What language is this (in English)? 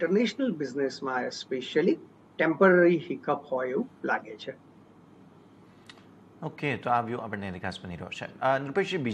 Gujarati